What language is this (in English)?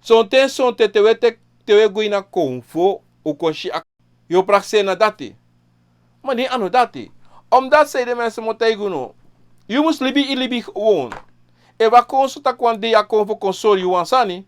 Sranan Tongo